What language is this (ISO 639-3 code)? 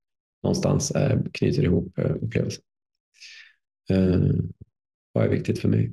swe